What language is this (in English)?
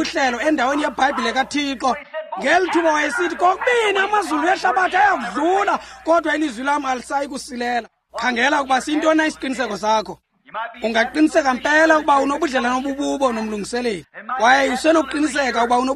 Xhosa